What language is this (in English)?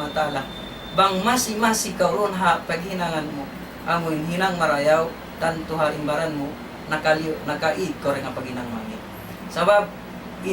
Tausug